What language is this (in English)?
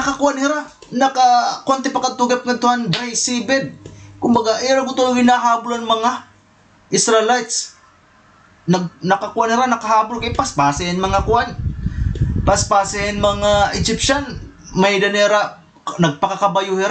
Waray